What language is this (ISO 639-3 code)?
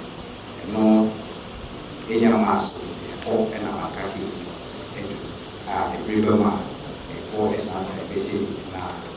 aka